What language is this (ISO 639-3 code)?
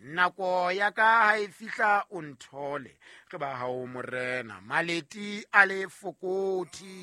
sot